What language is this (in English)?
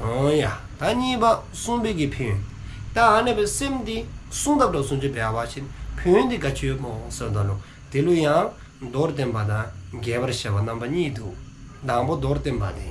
Dzongkha